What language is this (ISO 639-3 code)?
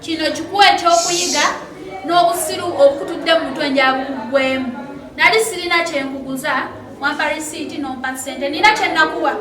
lug